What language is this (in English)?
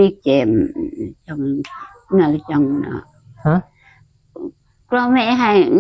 Northeastern Thai